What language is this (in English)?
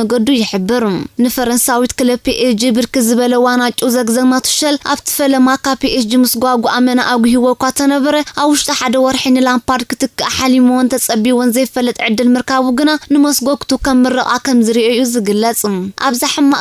Tigrinya